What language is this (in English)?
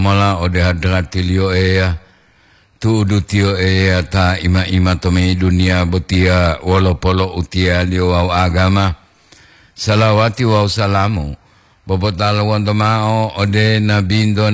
Gorontalo